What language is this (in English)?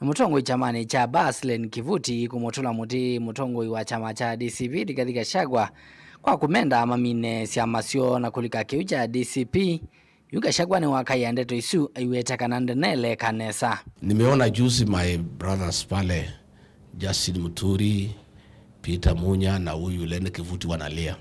Kamba